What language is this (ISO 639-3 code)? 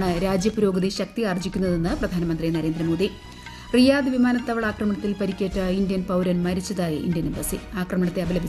mal